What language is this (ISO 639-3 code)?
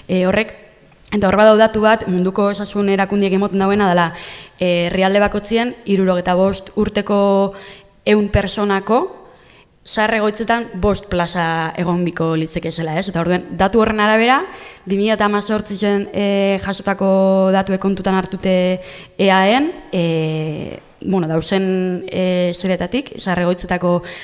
eus